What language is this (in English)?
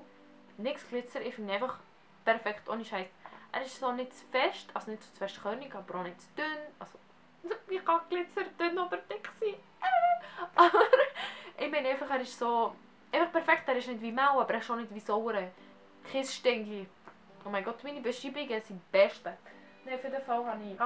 Swiss German